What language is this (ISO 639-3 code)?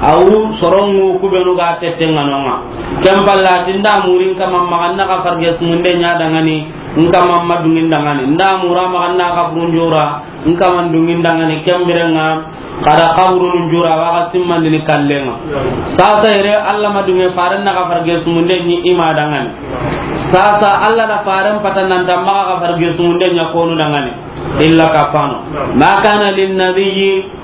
snk